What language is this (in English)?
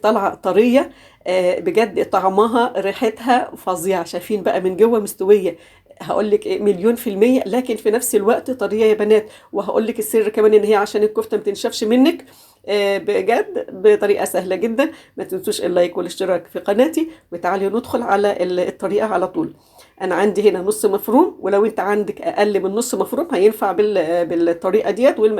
Egyptian Arabic